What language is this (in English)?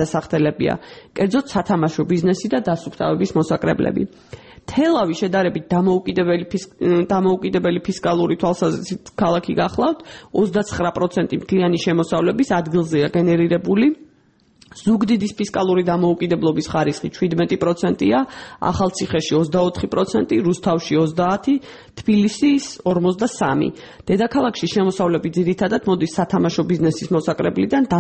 Georgian